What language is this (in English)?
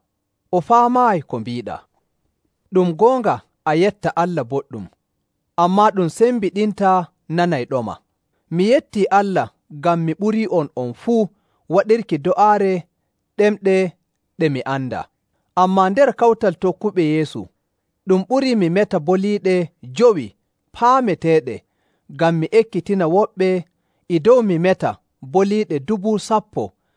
Nigerian Fulfulde